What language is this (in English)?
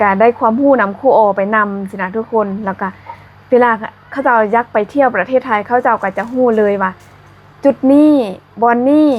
Lao